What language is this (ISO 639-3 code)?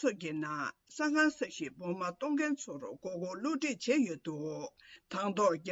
bod